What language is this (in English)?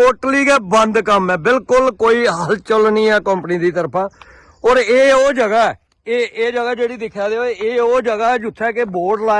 Dogri